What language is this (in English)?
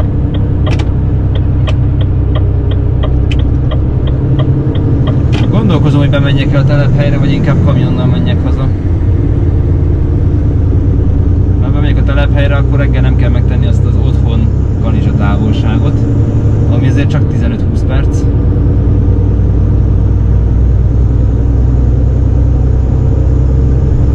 Hungarian